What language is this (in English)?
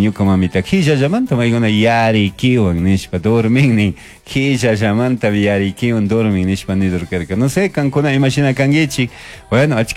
Chimborazo Highland Quichua